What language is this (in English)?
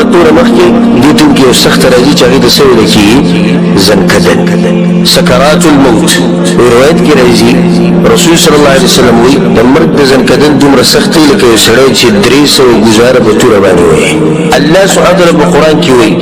Pashto